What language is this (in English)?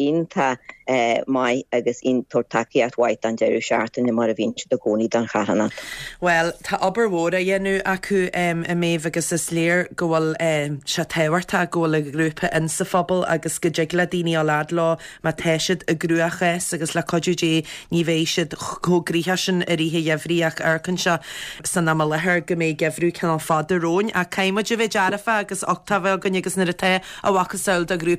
Irish